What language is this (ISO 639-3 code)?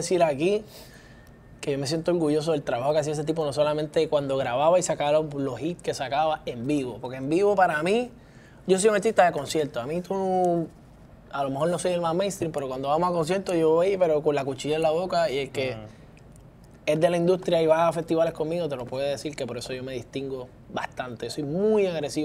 spa